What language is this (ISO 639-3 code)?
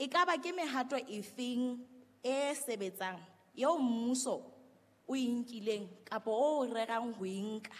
sot